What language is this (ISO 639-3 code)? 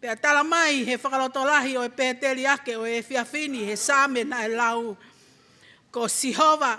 ton